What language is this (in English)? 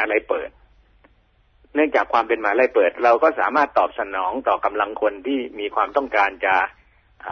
Thai